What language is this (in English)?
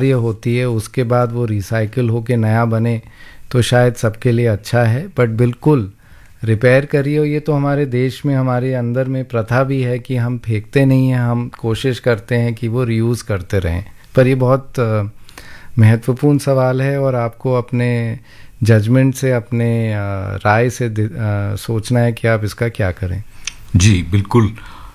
Hindi